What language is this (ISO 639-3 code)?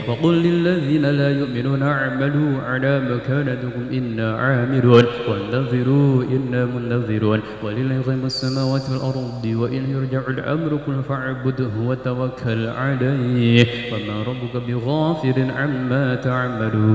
ara